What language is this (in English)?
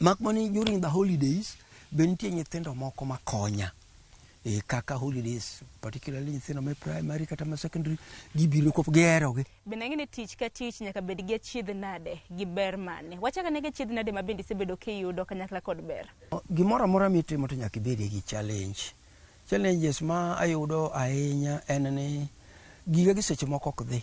Luo (Kenya and Tanzania)